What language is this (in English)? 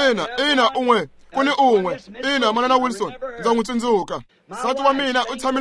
Tsonga